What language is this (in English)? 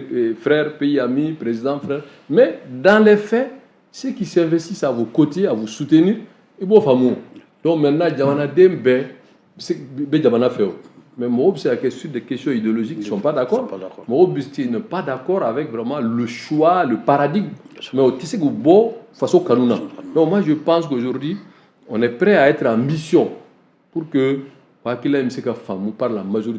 Bambara